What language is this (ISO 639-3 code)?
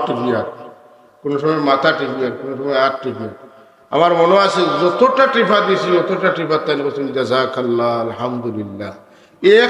syl